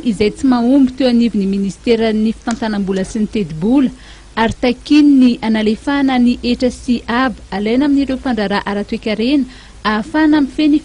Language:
Malagasy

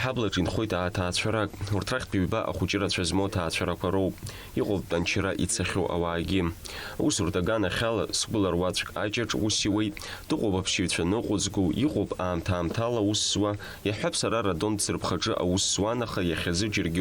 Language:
Abkhazian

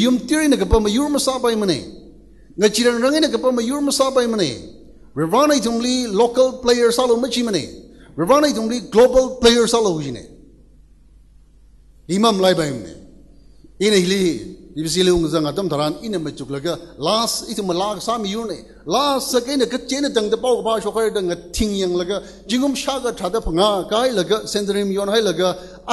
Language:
Tangkhul Naga (India)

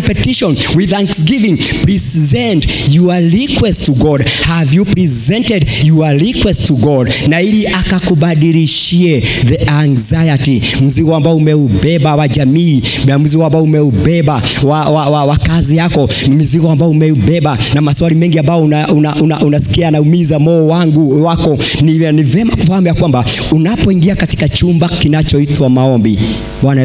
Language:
Swahili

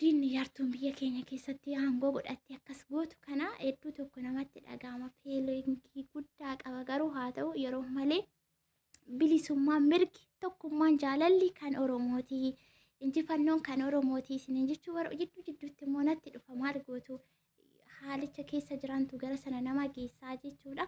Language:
Oromo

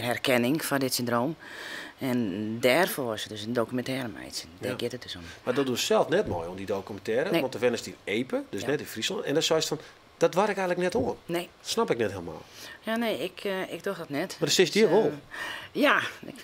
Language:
Western Frisian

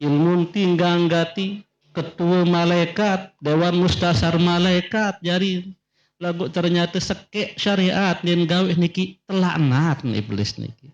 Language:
Sasak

